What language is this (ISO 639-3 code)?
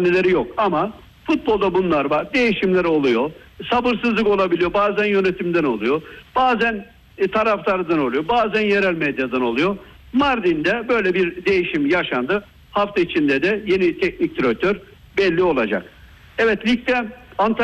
tur